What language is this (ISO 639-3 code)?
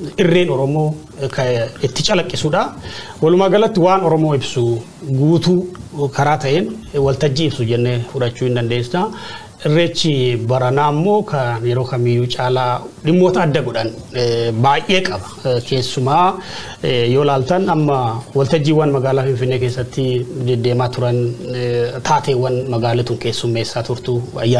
orm